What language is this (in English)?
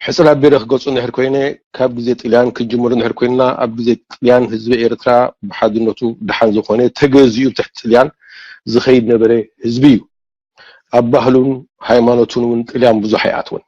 Tigrinya